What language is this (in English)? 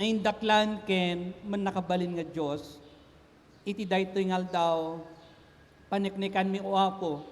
Iloko